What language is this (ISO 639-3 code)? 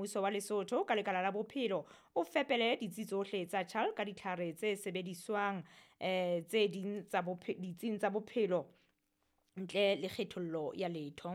sot